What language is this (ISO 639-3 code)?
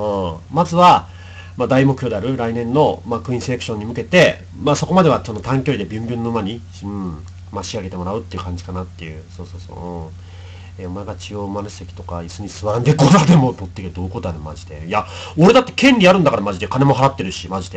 jpn